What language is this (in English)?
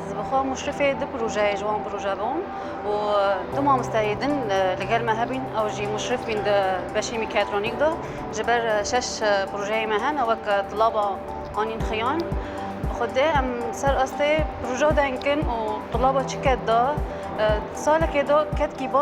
Kurdish